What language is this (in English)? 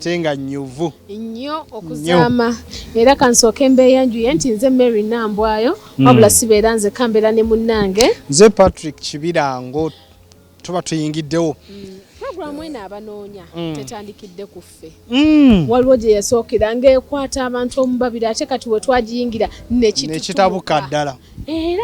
Ganda